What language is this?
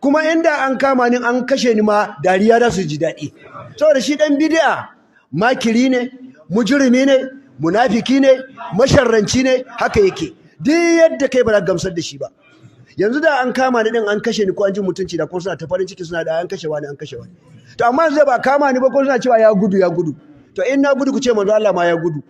Hausa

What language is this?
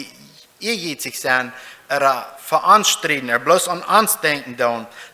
Plautdietsch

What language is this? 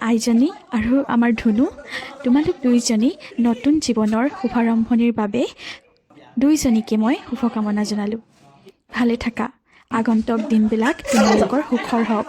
Assamese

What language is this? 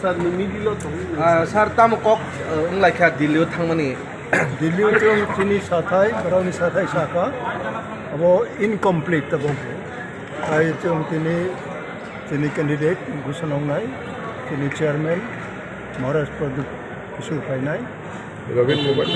Kok Borok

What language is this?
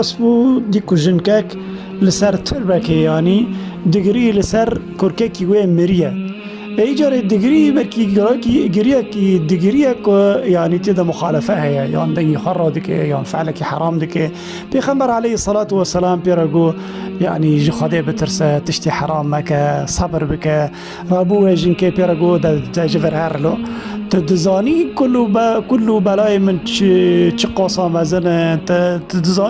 Kurdish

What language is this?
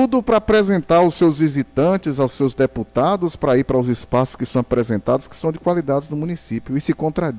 Portuguese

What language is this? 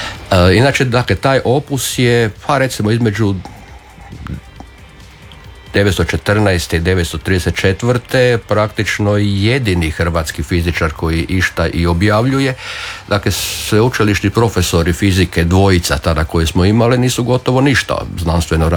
Croatian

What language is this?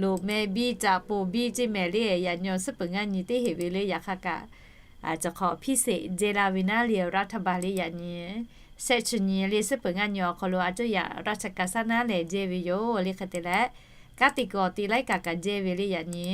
Lahu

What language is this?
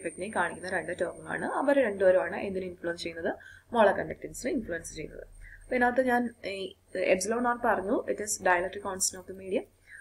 Malayalam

